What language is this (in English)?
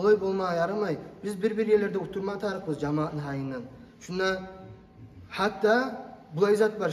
Kumyk